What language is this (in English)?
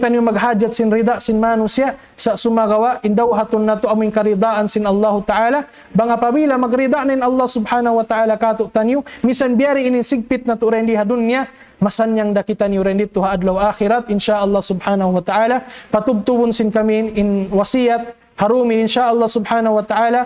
Tausug